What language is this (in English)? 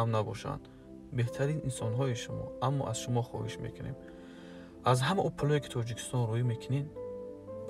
Tajik